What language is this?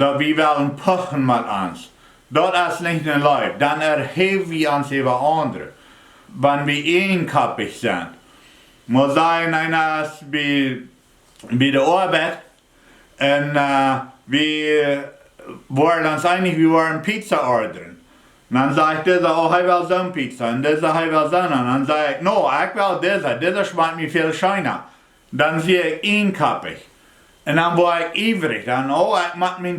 Plautdietsch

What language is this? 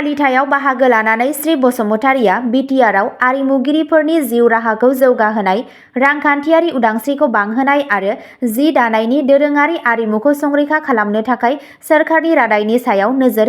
Bodo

